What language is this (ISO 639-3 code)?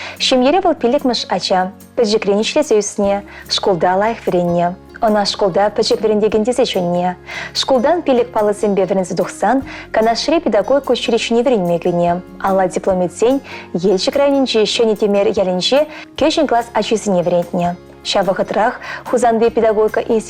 chv